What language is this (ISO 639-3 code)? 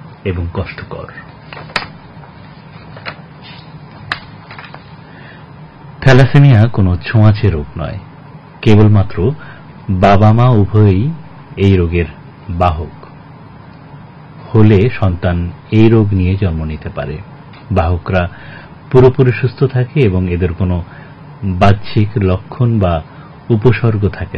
ben